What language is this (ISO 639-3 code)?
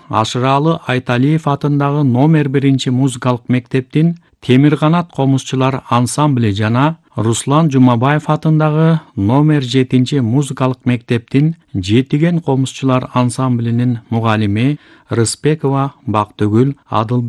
kir